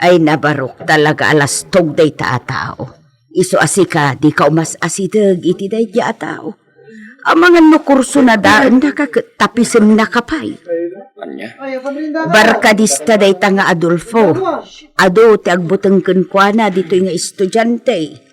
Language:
Iloko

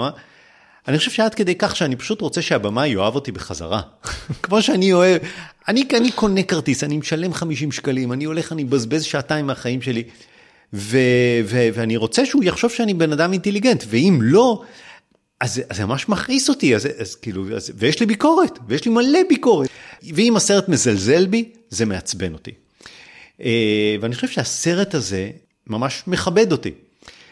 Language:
Hebrew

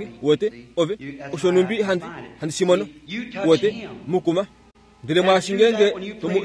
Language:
Kuanyama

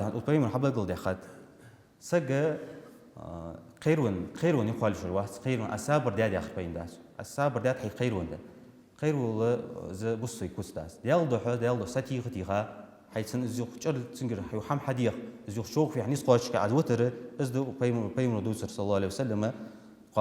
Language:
Ingush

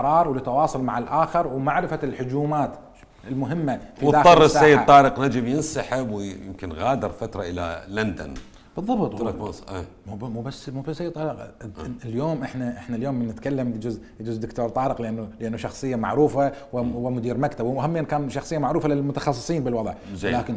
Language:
Mesopotamian Arabic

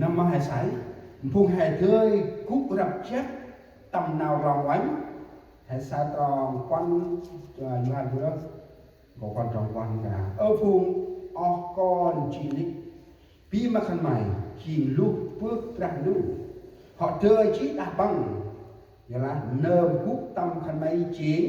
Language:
Central Mnong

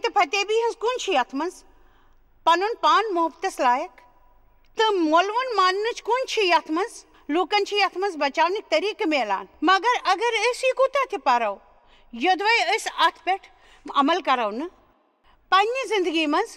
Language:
Kashmiri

